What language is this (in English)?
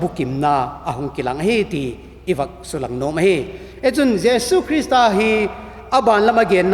Vaiphei